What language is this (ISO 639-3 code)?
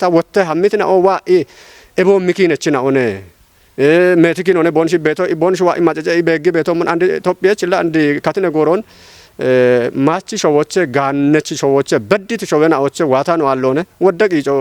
kbr